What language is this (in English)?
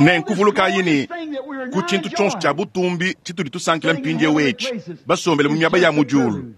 Luba-Lulua